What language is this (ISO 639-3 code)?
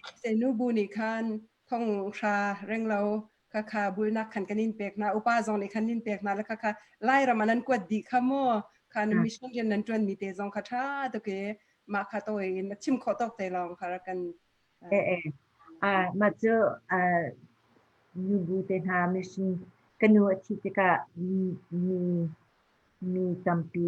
cnh